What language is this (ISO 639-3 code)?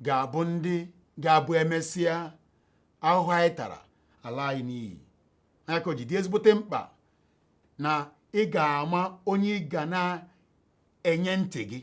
ibo